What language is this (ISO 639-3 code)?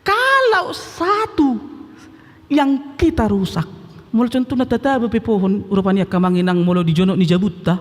bbc